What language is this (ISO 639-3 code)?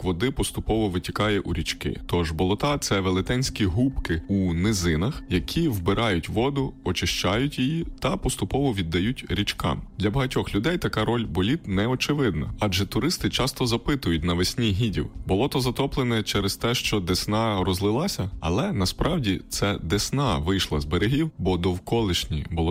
ukr